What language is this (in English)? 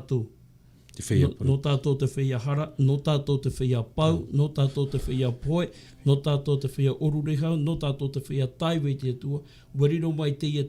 Tahitian